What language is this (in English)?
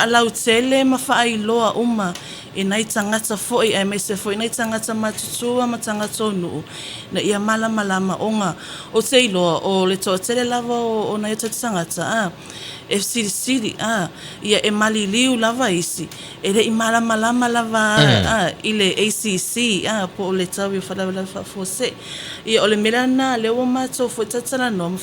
Samoan